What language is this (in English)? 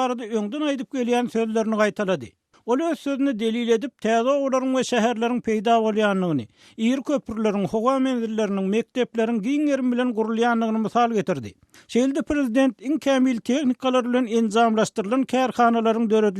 Turkmen